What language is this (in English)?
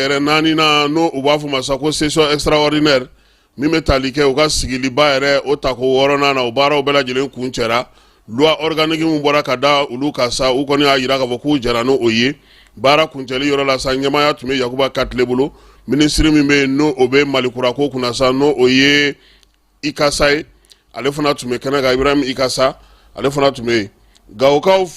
Bambara